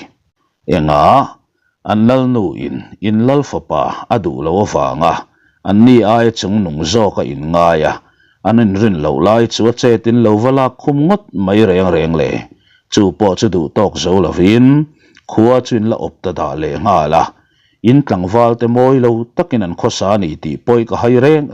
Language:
Mizo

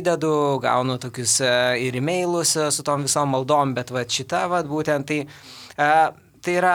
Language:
Lithuanian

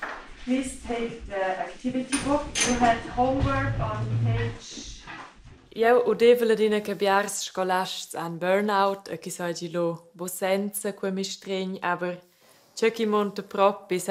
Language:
Romansh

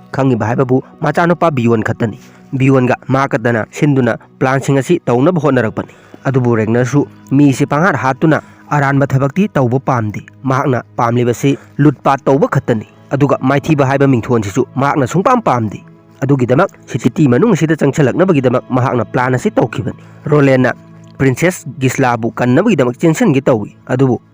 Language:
Manipuri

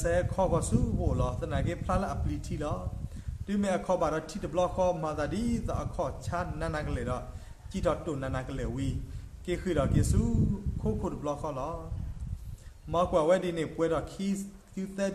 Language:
S'gaw Karen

